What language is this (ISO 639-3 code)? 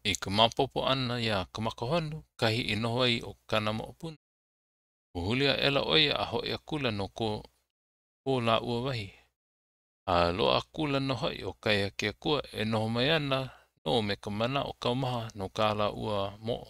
haw